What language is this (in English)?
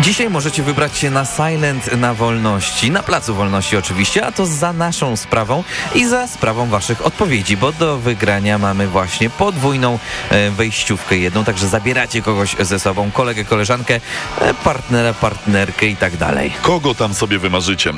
Polish